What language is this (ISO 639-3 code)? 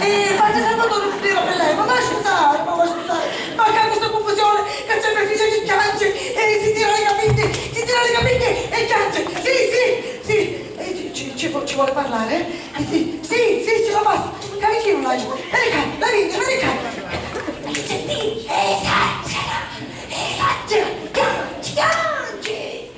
scn